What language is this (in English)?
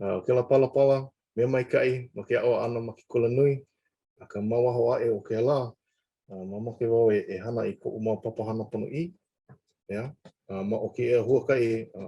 Hawaiian